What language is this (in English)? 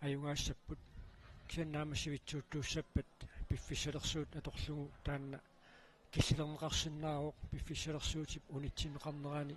Kalaallisut